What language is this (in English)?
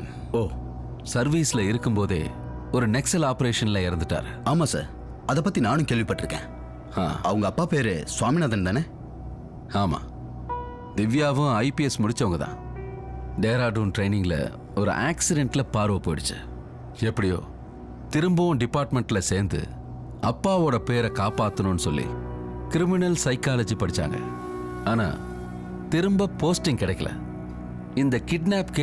Tamil